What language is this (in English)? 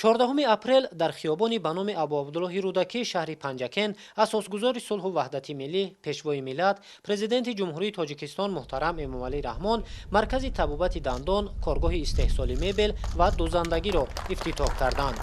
Tajik